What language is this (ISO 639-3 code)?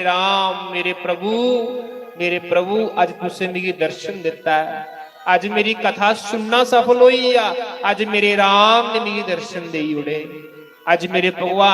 doi